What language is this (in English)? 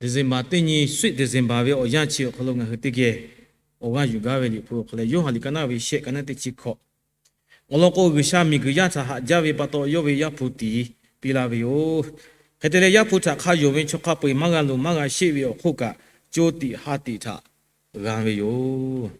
Lahu